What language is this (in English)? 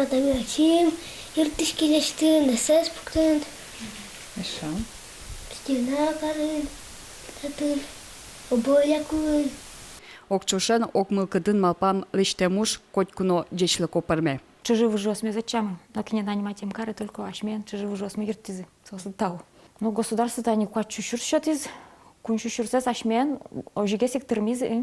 Udmurt